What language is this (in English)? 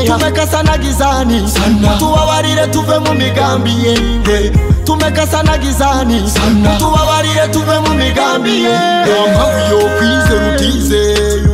Kinyarwanda